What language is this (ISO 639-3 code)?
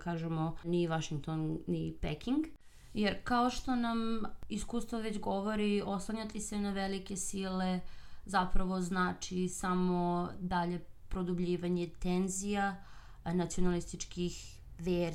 srp